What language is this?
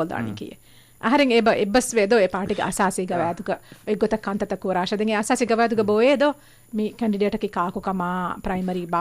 Divehi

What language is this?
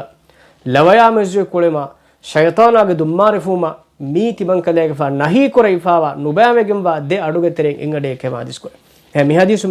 Divehi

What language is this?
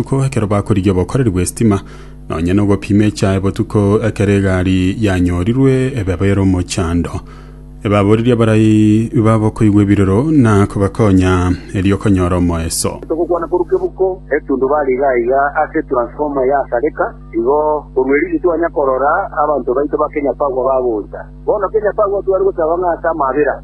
Gusii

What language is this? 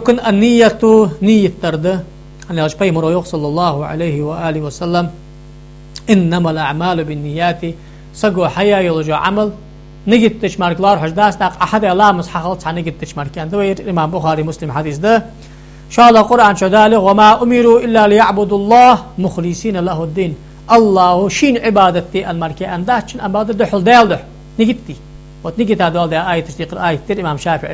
Ingush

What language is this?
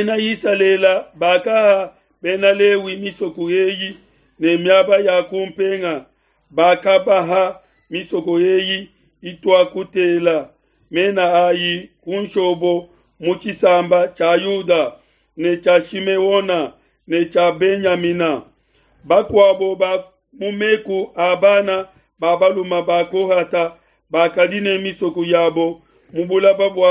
Luba-Lulua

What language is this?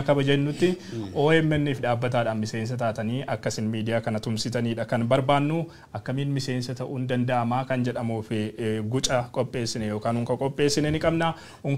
Oromo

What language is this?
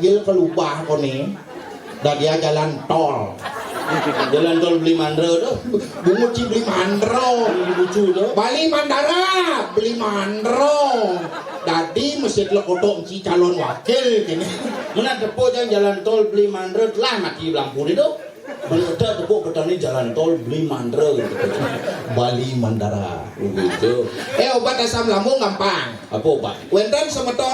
Balinese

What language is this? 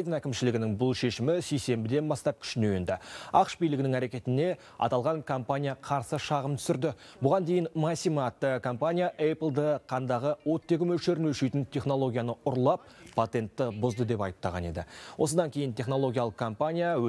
Kazakh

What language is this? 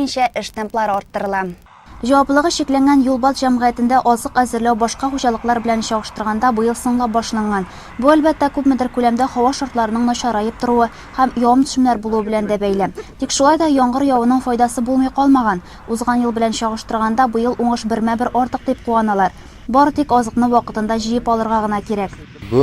Tatar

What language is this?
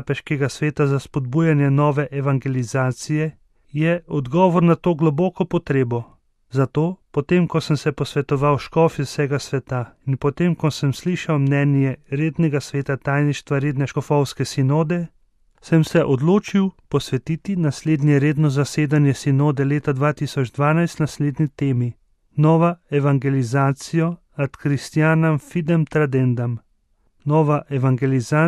Slovenian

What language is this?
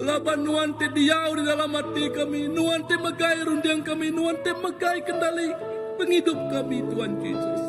Iban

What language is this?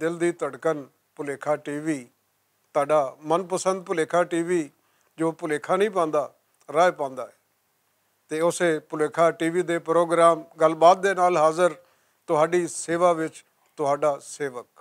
Western Panjabi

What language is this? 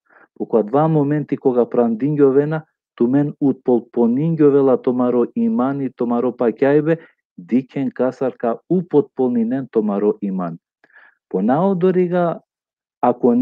Balkan Romani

